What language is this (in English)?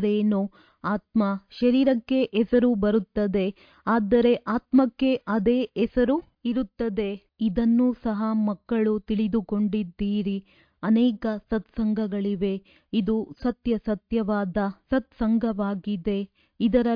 Kannada